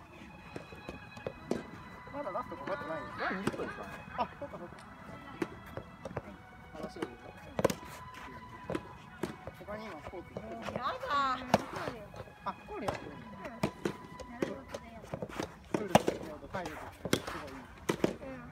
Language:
Japanese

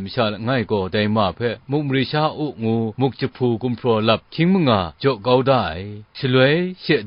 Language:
Kachin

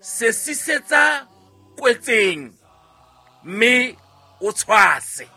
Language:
Southern Sotho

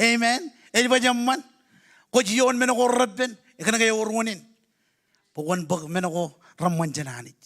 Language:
Marshallese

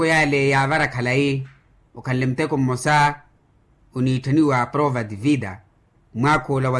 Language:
Makhuwa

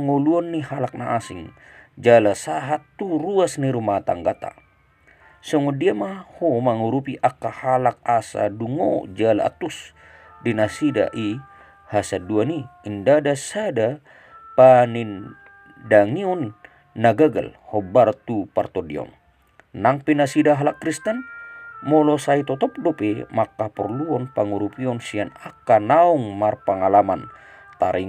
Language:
Batak Toba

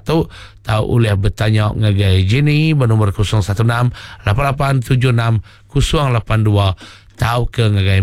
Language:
Iban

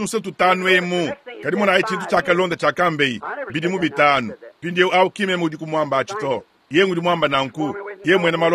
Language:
Luba-Lulua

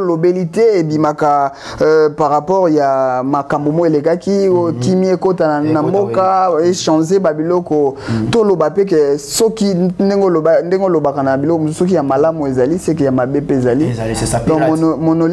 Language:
Lingala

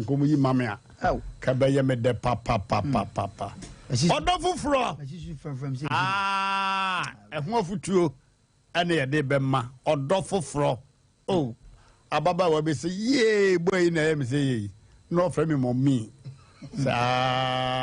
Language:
Akan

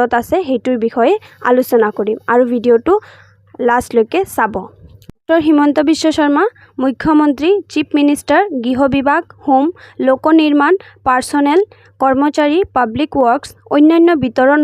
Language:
Assamese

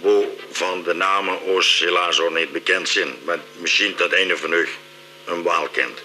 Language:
Limburgish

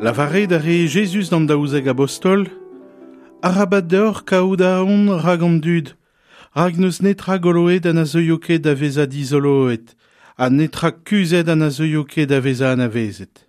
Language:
Breton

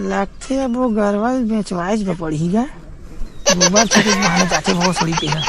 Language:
Chhattisgarhi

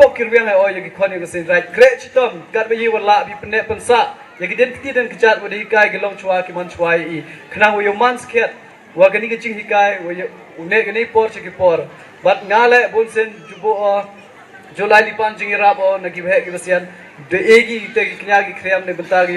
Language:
Pnar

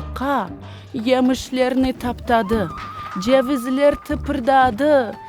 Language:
Crimean Tatar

